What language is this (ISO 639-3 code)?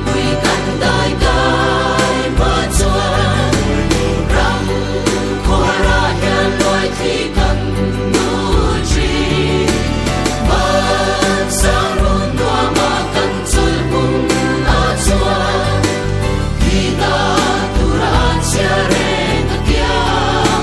lus